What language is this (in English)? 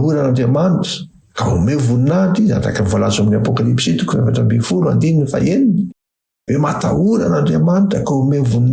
Malagasy